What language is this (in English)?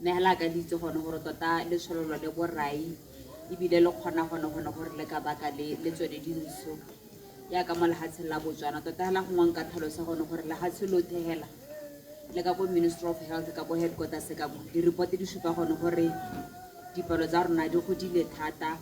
Tswana